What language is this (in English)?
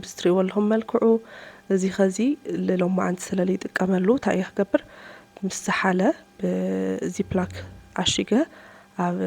Tigrinya